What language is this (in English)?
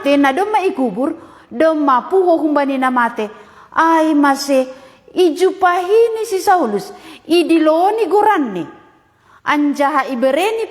Batak Simalungun